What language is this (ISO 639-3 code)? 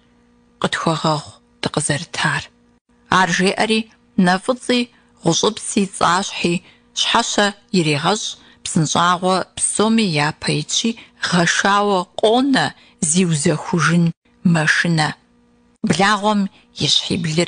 kbd